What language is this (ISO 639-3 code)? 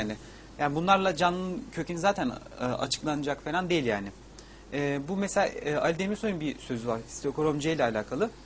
tur